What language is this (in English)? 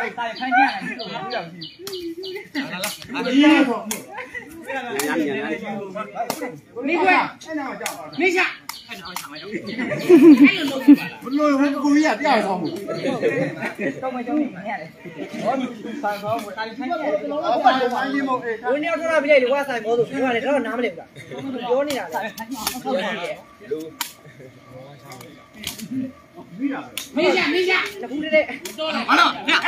Burmese